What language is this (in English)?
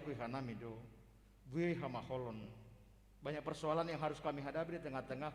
Batak Simalungun